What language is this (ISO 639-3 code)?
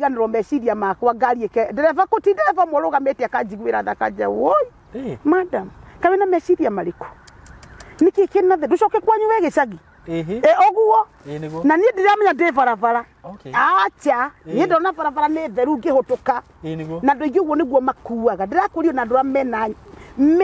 kik